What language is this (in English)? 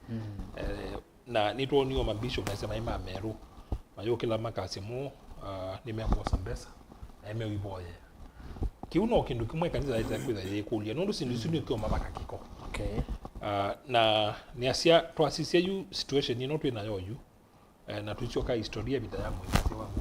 Kamba